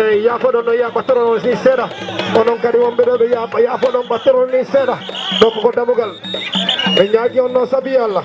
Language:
Fula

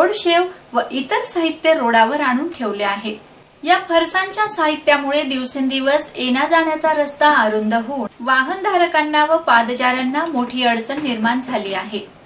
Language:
Marathi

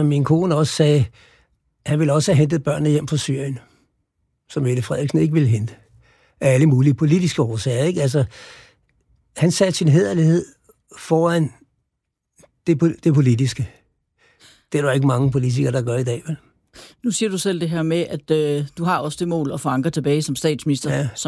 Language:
Danish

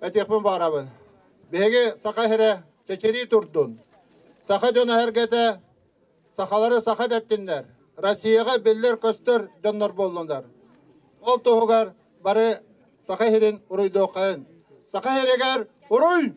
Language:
Yakut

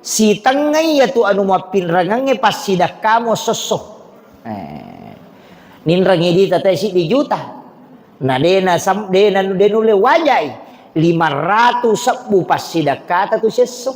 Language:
Buginese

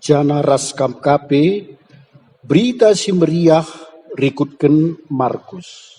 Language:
Batak Karo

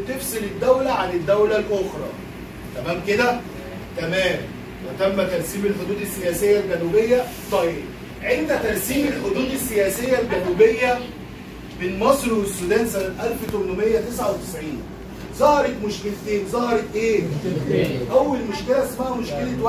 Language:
Egyptian Arabic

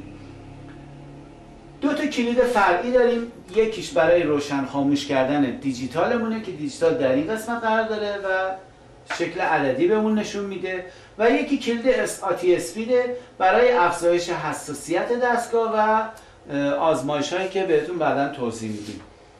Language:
Persian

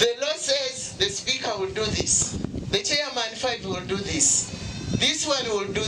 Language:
Nyankole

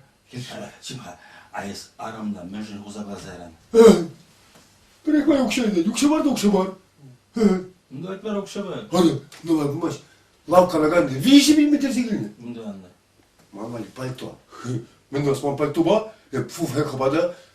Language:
Chuvash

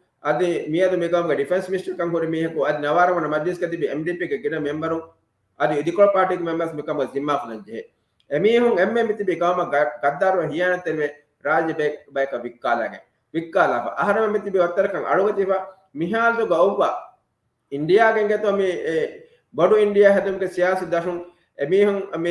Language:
Divehi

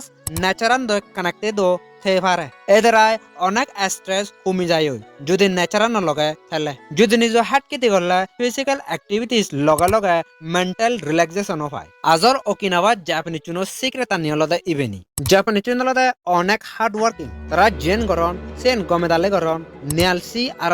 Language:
Chakma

